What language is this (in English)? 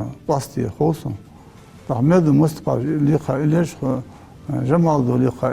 Ingush